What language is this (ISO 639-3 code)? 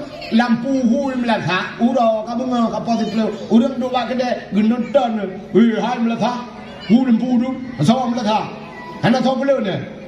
ace